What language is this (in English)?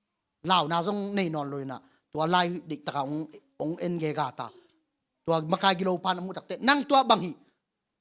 Tedim Chin